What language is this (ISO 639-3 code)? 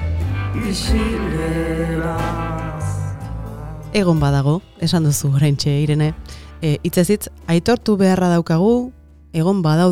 eus